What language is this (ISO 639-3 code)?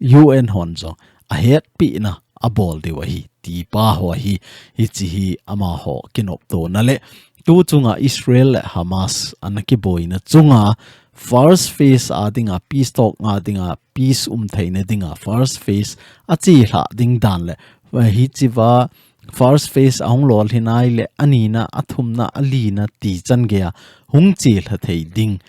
tcz